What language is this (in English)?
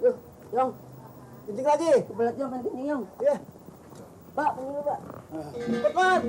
Betawi